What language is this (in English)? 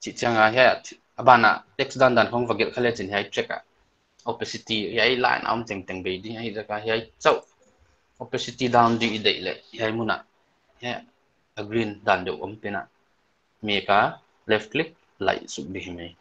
Paite Chin